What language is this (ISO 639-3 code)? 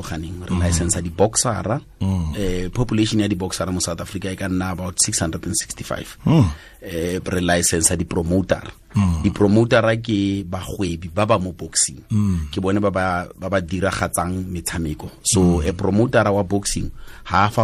tsn